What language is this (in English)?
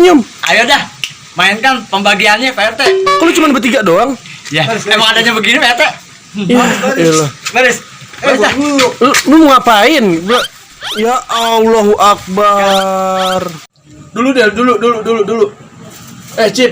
Betawi